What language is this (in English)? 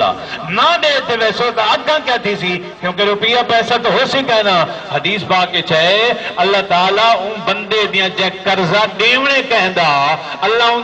Saraiki